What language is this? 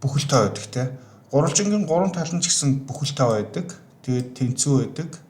Mongolian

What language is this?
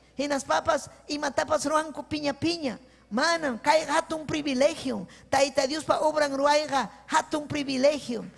Ayacucho Quechua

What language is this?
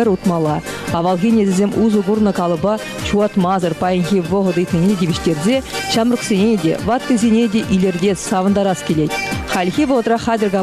Chuvash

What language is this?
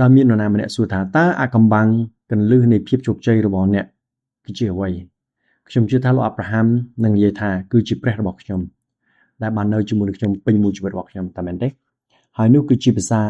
Khmer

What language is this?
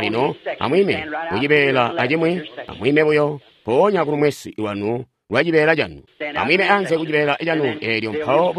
Tonga (Zambia)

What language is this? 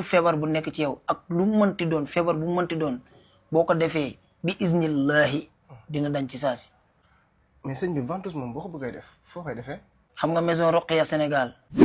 Wolof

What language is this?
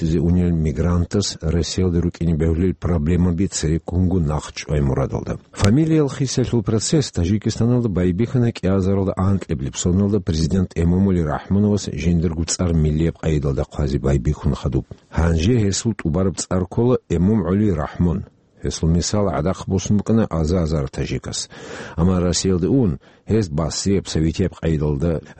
Avaric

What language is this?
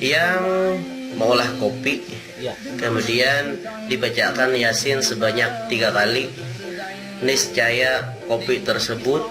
Banjar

